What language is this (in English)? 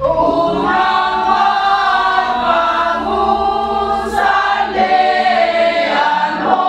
Batak Toba